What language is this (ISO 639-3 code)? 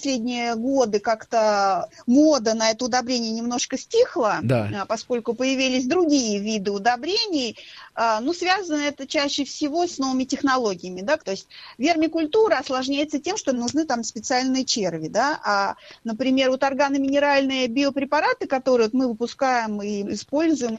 rus